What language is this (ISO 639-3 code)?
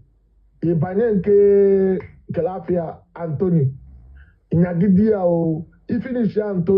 ibo